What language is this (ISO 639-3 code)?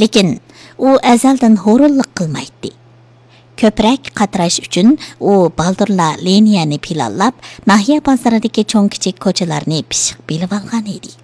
uig